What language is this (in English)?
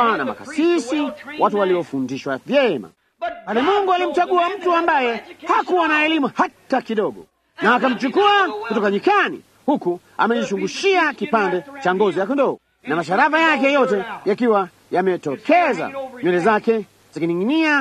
Swahili